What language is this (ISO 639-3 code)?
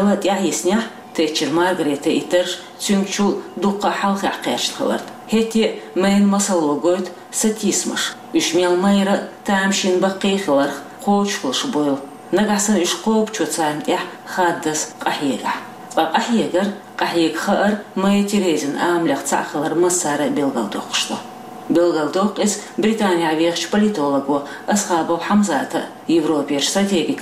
che